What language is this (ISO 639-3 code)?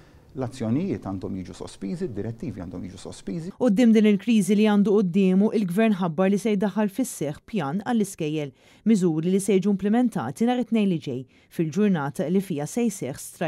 mlt